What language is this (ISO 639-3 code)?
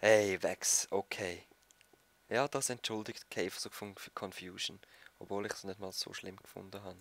gsw